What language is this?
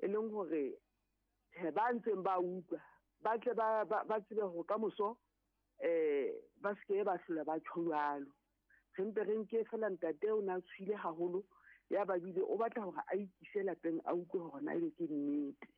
Southern Sotho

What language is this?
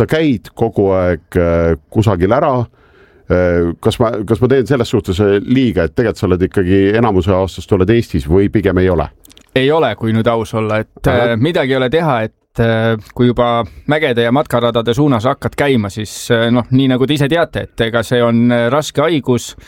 Estonian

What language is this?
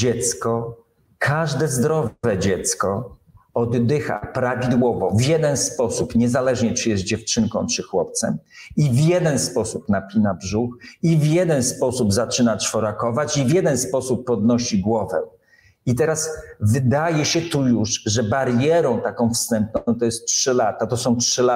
Polish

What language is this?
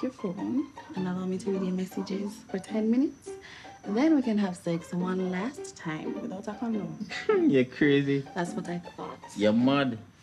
Jamaican Creole English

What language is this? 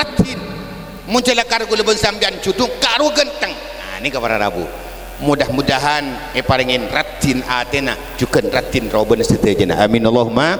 Madurese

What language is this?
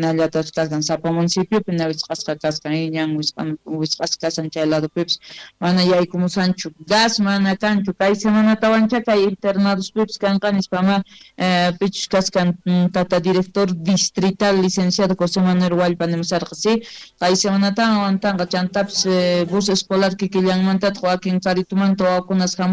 South Bolivian Quechua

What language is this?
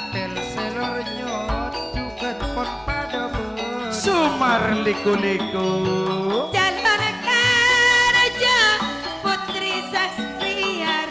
Madurese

